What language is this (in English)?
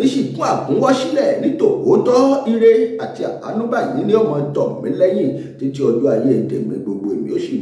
Yoruba